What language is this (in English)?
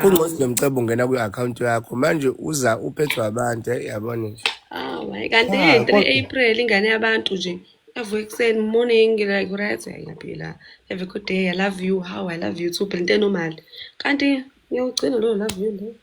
Zulu